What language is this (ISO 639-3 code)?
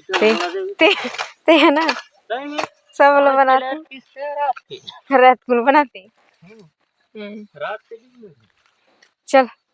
hne